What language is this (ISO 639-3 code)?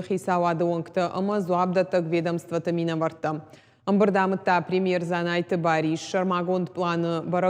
oss